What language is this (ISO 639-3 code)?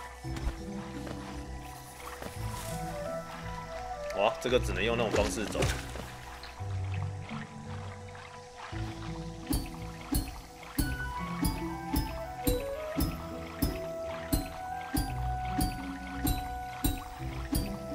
zho